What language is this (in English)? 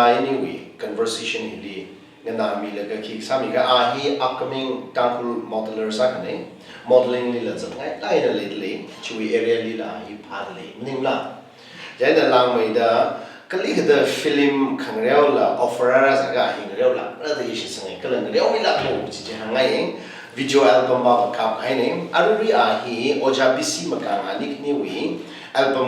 Tangkhul Naga (India)